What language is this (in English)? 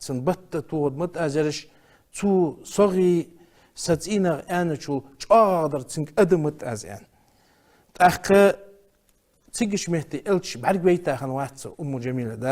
Ingush